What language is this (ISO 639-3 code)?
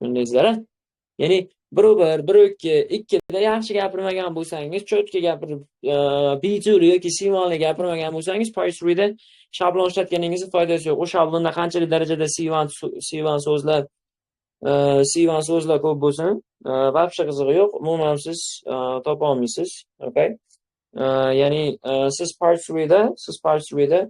uzb